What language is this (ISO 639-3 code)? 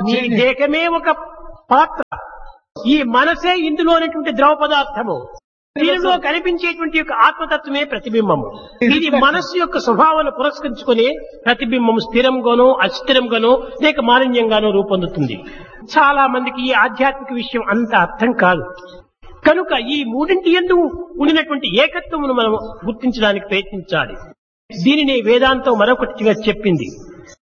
tel